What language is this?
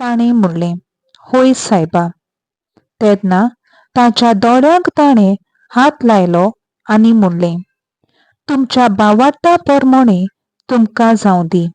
Konkani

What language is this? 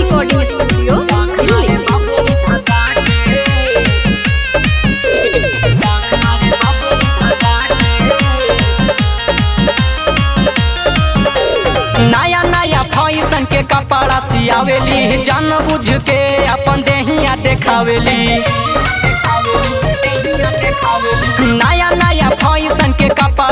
Bhojpuri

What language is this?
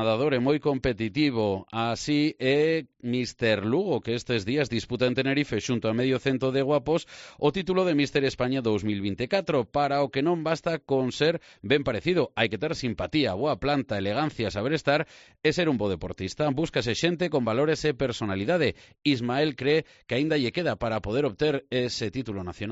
Galician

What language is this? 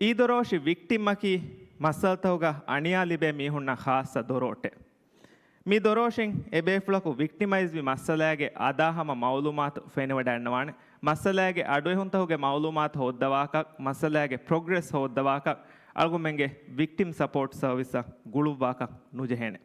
Divehi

